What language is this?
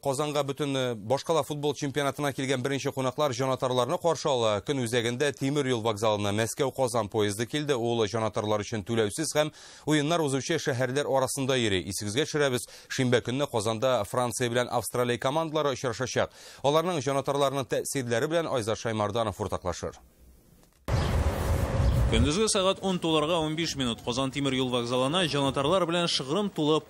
Tatar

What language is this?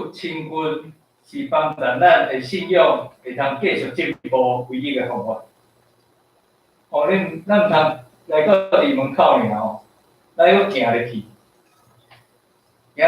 Min Nan Chinese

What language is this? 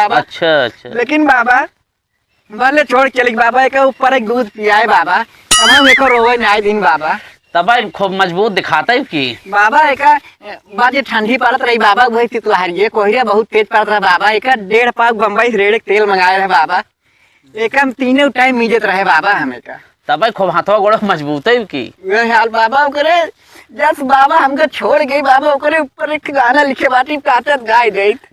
Awadhi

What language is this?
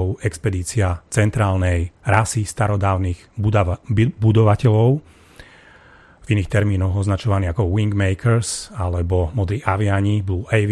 Slovak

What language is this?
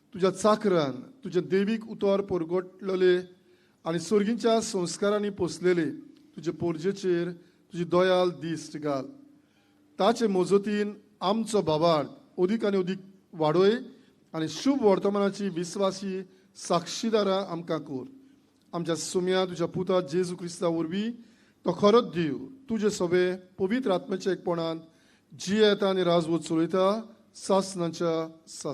Konkani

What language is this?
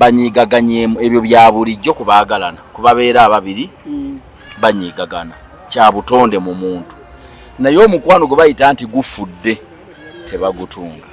Ganda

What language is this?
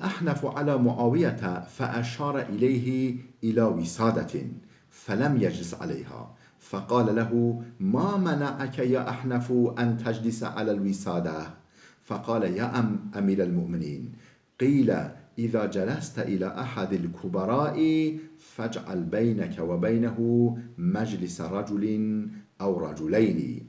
Kurdish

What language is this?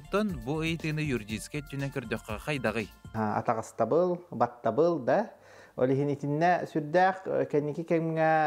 Yakut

